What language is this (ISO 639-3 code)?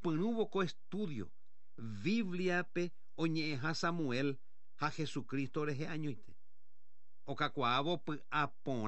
grn